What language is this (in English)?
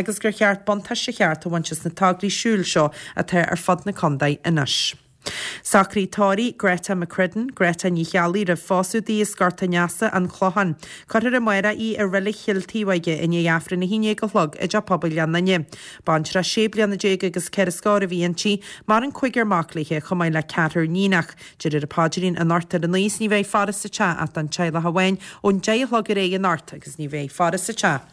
Irish